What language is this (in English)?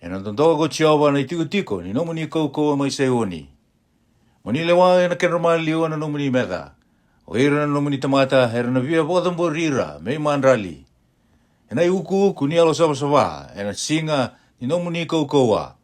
Fijian